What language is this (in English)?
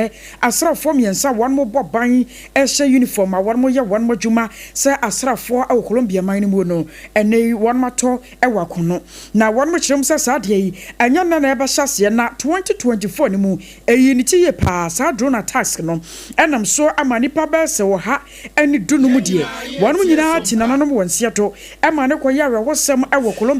Akan